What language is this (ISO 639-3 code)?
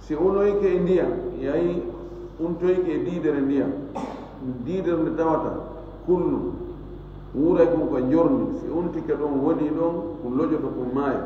ful